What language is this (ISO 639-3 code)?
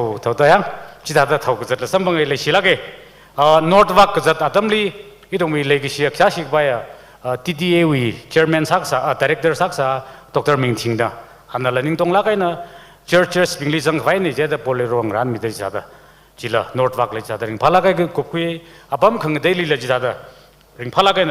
nmf